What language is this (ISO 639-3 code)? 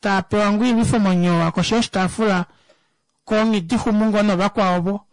kua